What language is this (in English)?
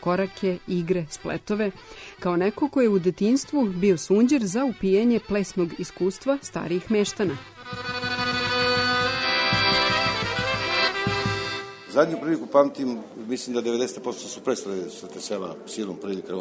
Serbian